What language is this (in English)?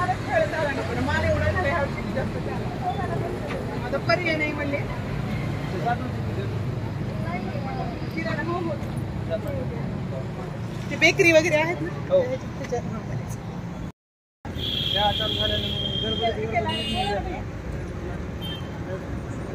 Marathi